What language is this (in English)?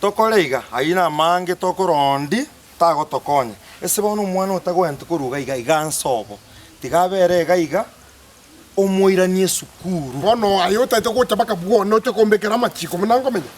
Gusii